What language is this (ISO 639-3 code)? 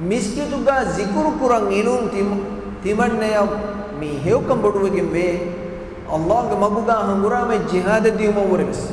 div